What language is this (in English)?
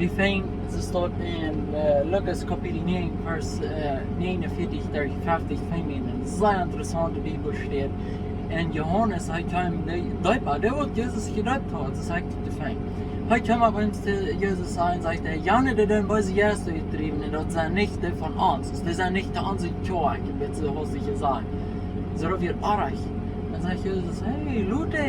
Plautdietsch